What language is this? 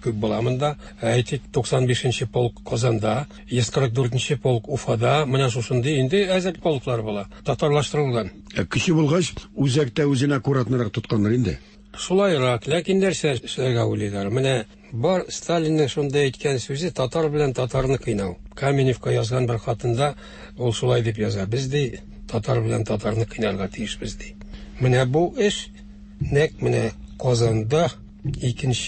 Tatar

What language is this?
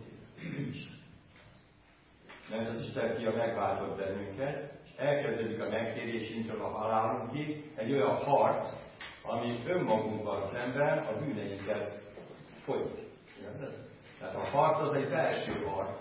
Hungarian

